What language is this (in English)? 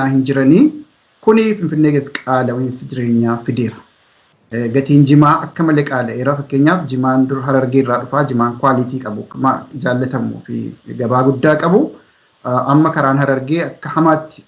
Oromo